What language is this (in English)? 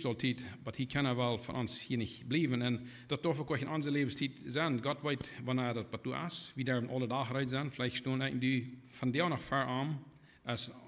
Plautdietsch